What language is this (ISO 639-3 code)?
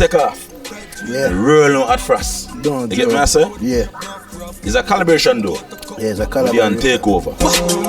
jam